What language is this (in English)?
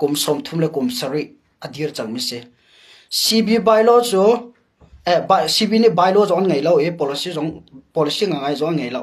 Hakha Chin